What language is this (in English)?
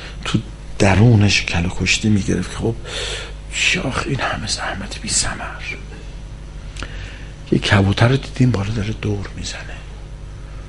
Persian